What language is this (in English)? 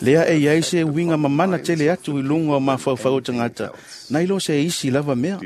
Samoan